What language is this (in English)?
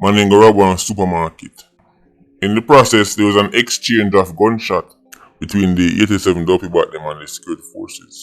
Jamaican Creole English